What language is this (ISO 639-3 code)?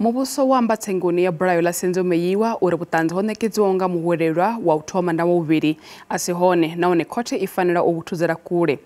ven